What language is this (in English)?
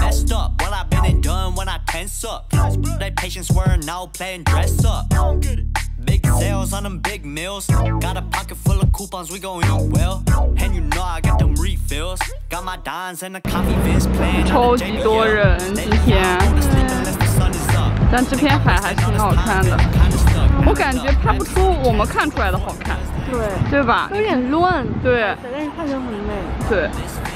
Chinese